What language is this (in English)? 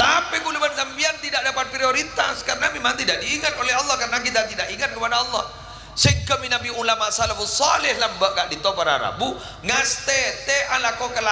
Madurese